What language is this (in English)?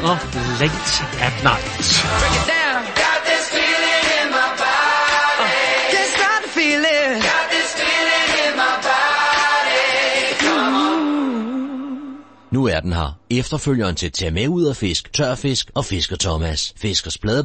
Danish